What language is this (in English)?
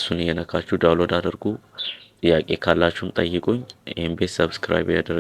Amharic